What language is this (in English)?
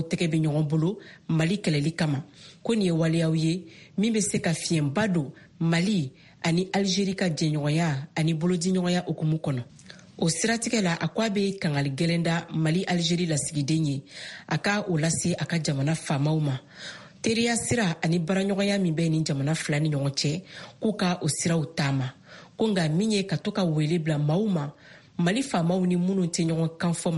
Bambara